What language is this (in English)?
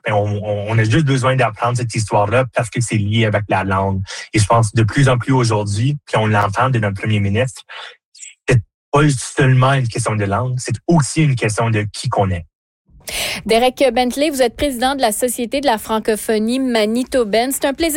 French